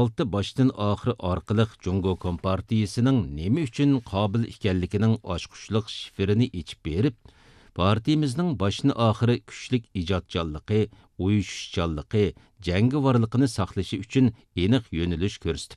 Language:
Uyghur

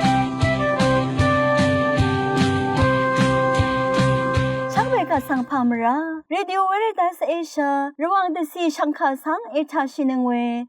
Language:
Rawang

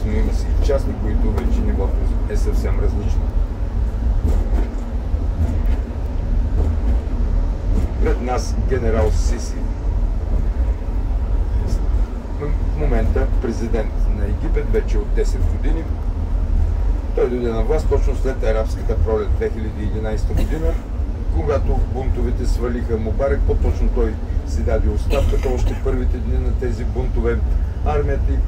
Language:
Bulgarian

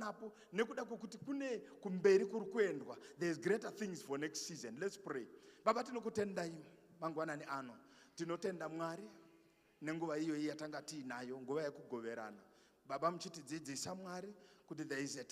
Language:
Shona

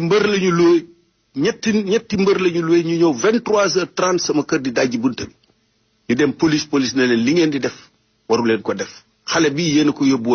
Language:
Wolof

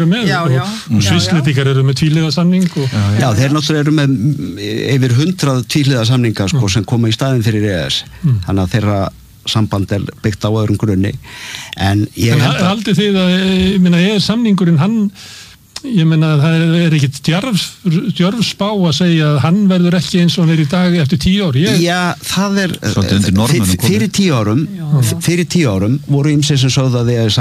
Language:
Icelandic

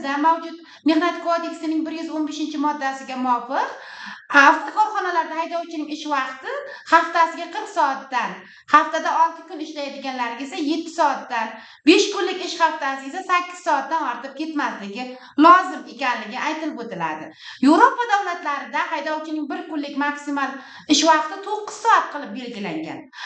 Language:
Uzbek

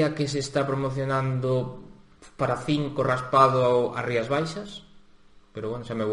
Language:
Galician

